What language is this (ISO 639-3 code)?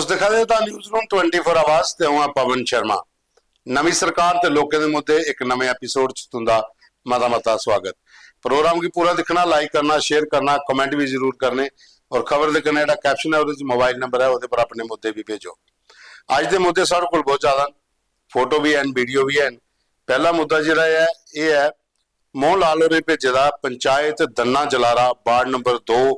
doi